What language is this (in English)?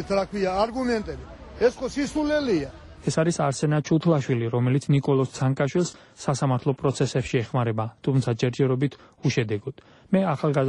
Georgian